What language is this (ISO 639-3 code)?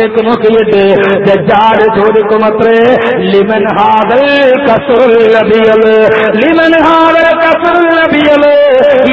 mal